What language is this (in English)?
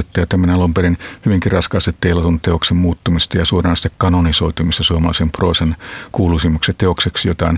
Finnish